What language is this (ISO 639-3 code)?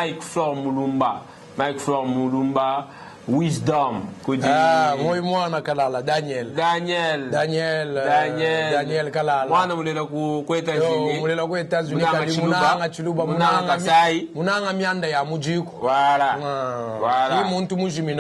lua